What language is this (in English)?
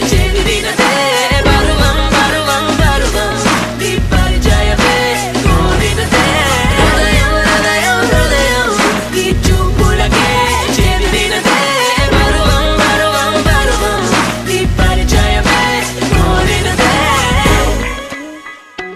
Telugu